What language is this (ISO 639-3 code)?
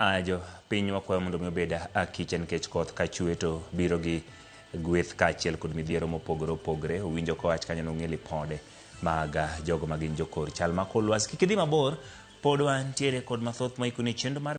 luo